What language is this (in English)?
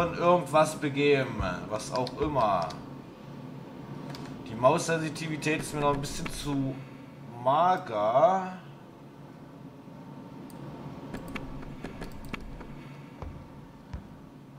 German